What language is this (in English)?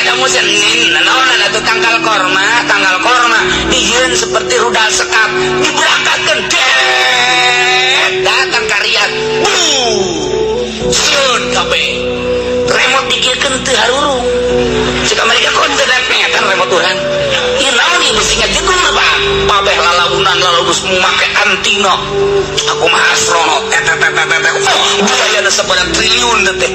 Sundanese